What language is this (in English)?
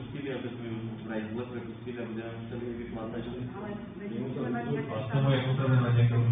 Slovak